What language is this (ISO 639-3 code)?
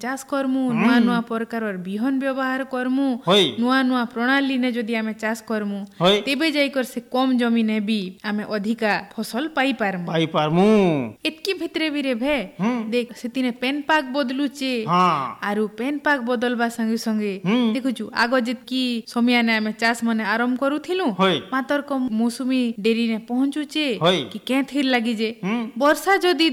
ori